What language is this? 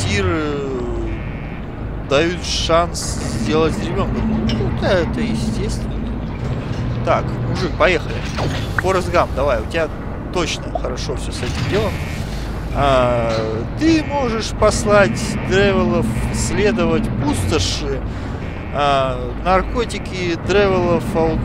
Russian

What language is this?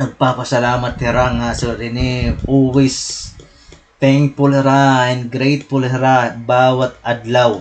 Waray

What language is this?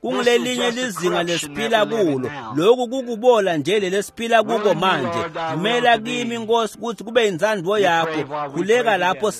Swati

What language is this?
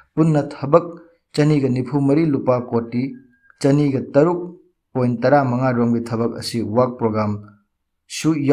Manipuri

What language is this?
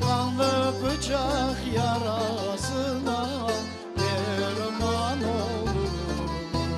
Crimean Tatar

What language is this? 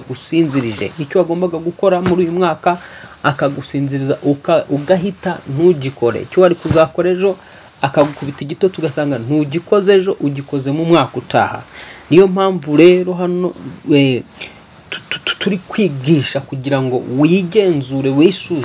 Kinyarwanda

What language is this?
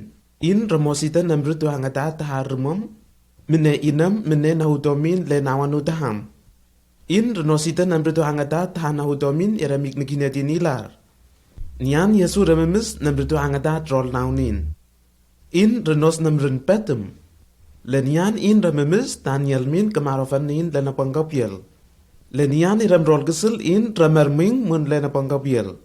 Lenakel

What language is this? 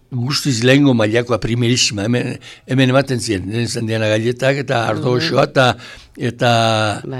Basque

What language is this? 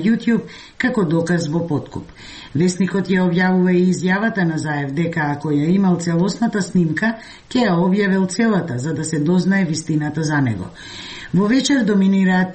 Macedonian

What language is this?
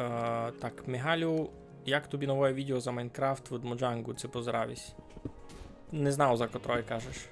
Rusyn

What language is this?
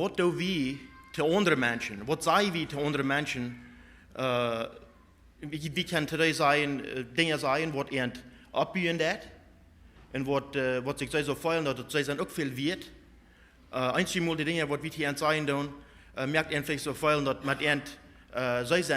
Plautdietsch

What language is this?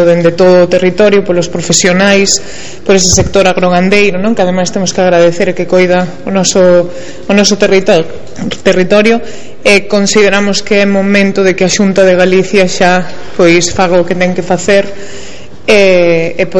Galician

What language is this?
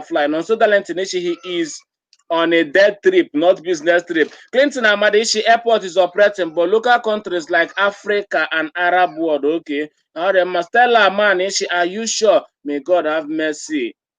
Igbo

